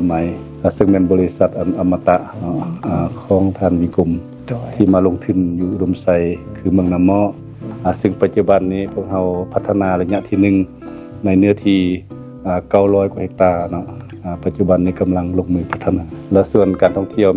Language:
Lao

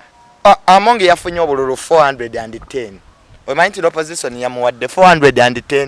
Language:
Ganda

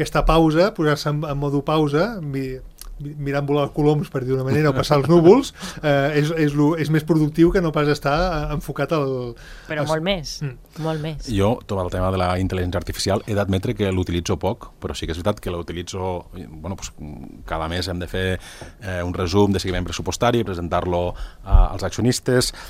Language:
Catalan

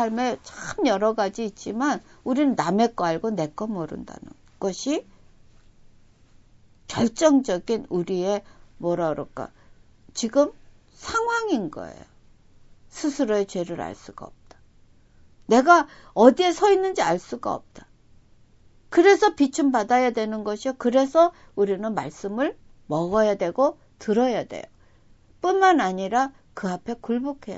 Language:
Korean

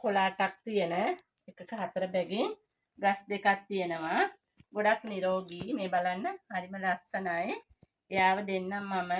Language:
Sinhala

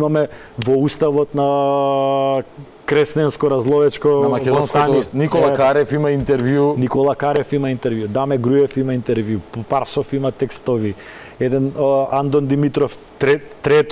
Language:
Macedonian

